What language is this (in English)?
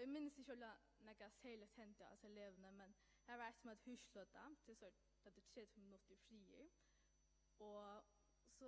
Faroese